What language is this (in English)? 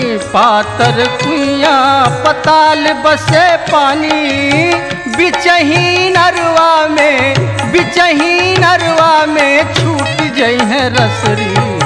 Bhojpuri